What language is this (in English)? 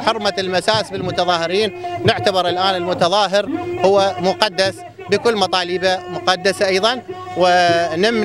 Arabic